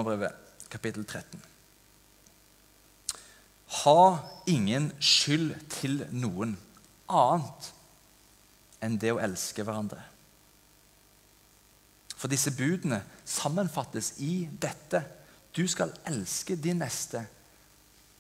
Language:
Norwegian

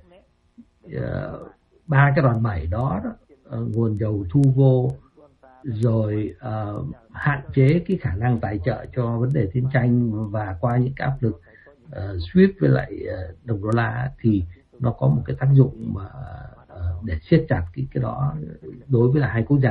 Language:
Vietnamese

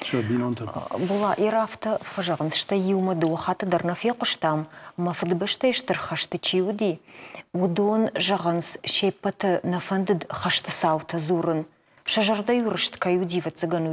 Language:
Ossetic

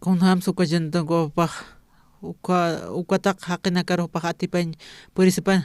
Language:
Aymara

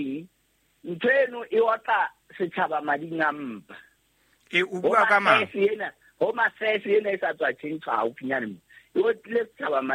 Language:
Southern Sotho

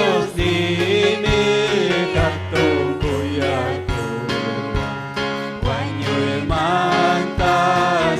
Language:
Ayacucho Quechua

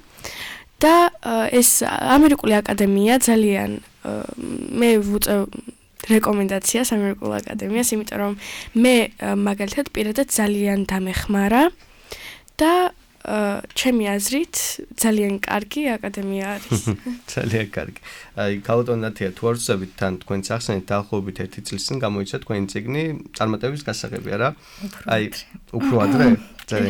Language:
Georgian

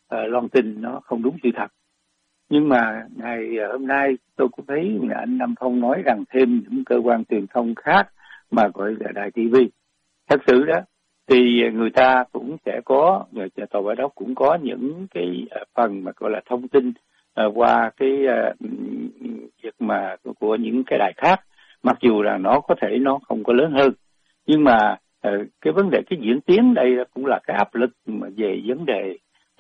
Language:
Vietnamese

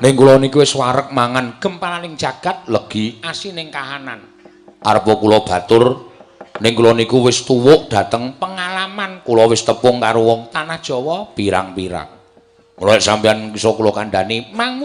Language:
Javanese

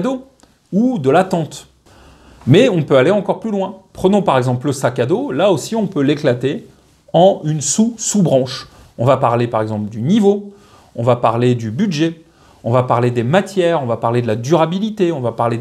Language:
French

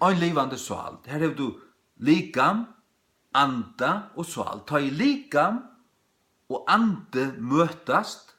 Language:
Faroese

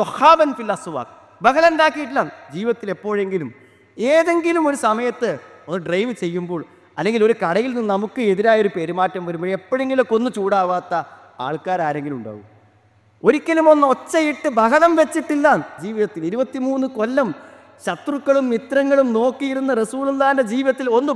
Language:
Malayalam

